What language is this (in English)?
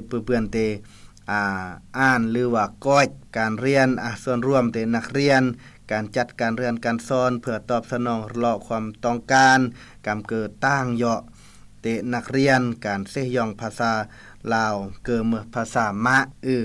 Lao